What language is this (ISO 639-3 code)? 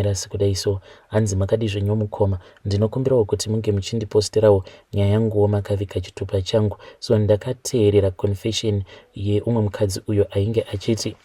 sna